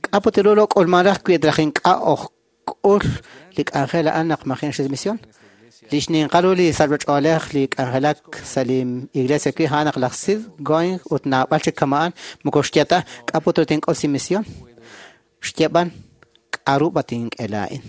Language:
Kekchí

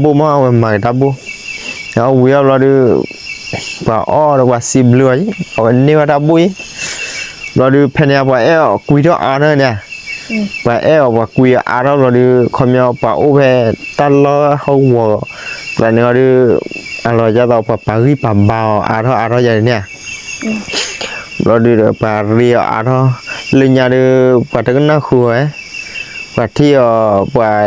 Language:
S'gaw Karen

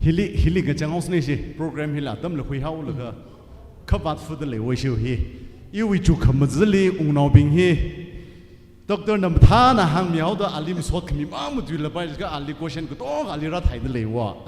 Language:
Tangkhul Naga (India)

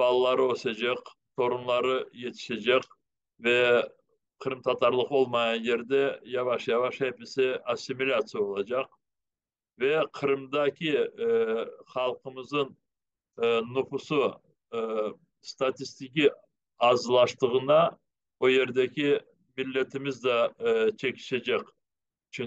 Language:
Crimean Tatar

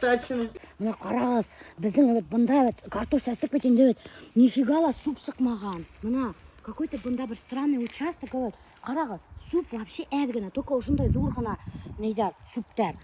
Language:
Bashkir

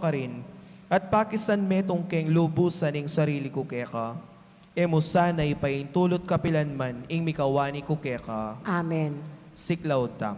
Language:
Pampanga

